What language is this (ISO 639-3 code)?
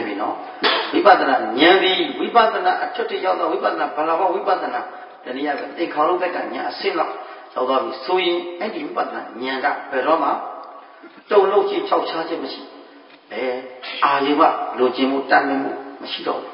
mya